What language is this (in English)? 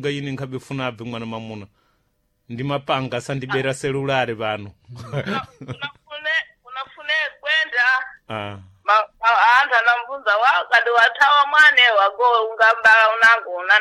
Sena